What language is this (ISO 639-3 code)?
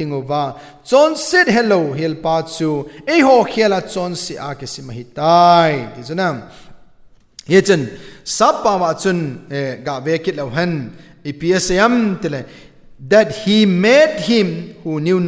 tcz